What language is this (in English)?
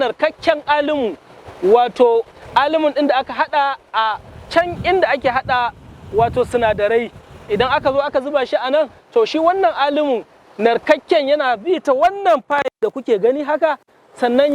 Hausa